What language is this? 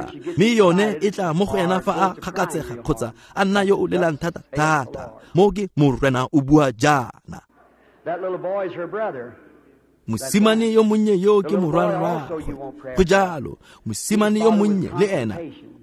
Tswana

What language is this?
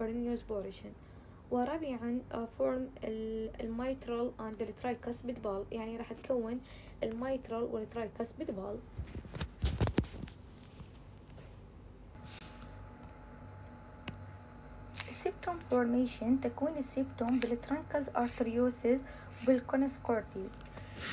Arabic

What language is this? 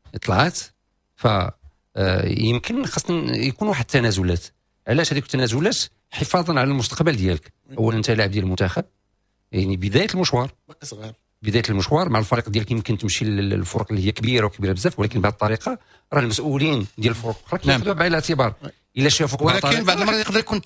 Moroccan Arabic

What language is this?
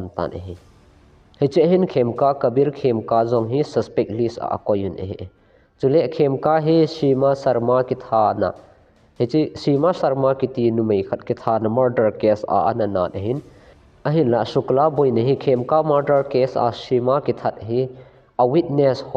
Thado Chin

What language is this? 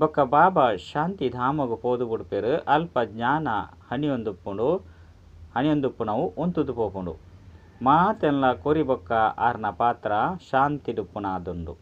Tulu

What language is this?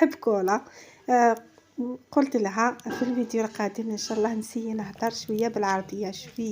Algerian Arabic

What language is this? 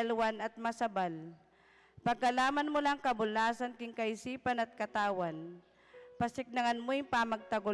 Pampanga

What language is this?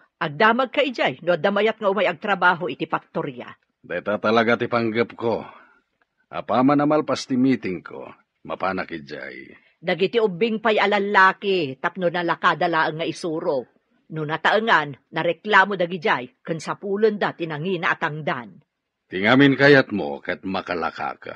Iloko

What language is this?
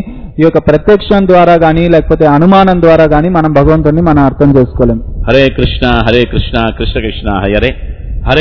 Telugu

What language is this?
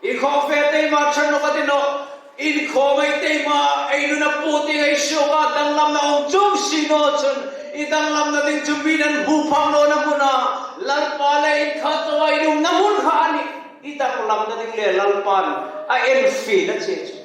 Hmar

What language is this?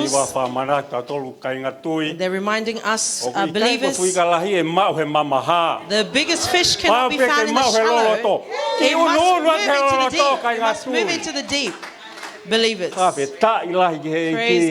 Tongan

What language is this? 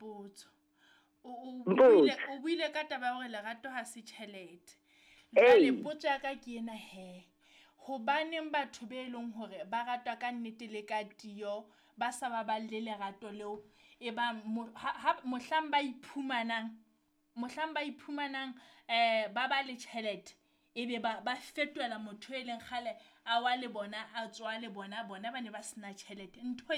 Southern Sotho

